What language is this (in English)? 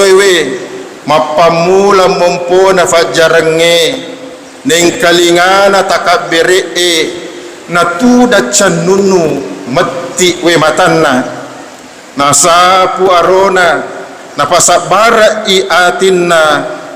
Buginese